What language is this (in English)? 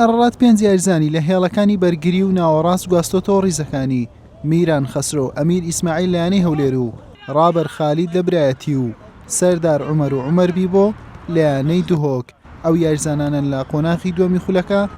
Central Kurdish